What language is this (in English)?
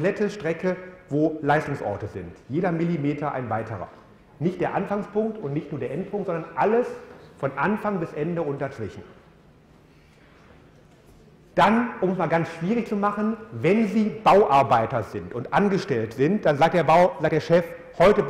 German